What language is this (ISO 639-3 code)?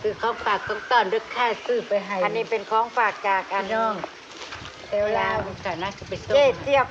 tts